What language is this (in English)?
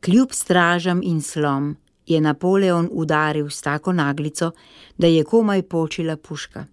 Slovenian